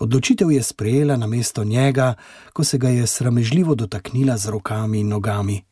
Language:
Slovenian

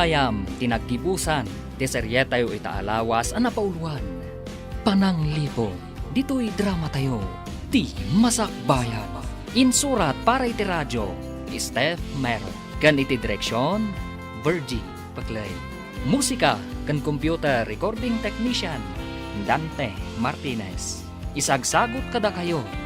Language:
Iloko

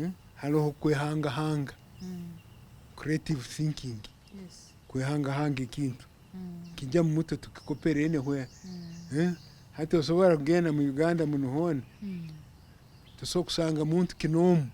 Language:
Nyankole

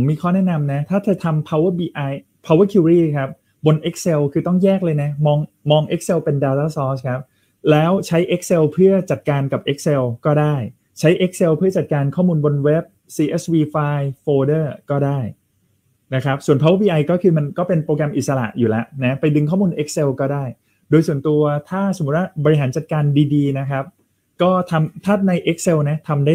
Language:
Thai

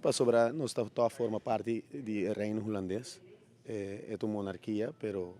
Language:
Papiamento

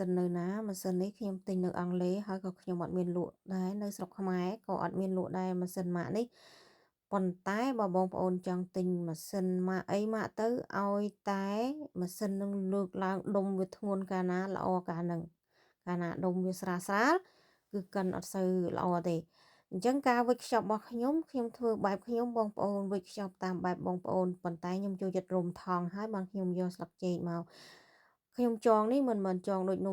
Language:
Khmer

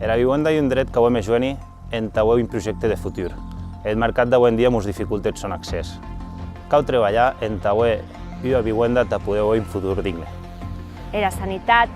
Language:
Occitan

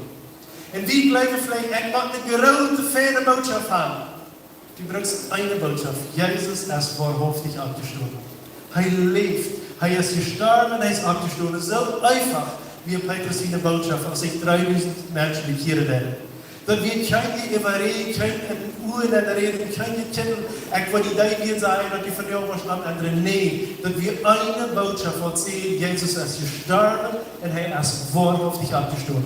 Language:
Plautdietsch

